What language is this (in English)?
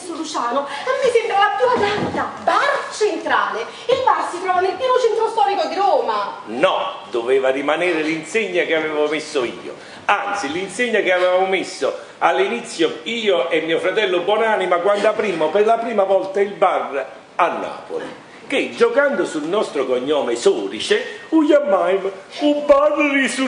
Italian